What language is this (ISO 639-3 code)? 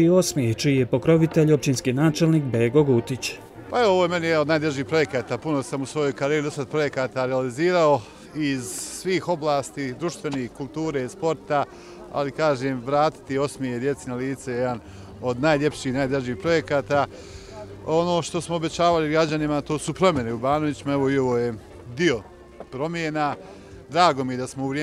bos